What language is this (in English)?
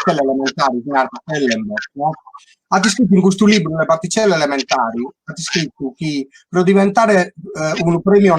Sardinian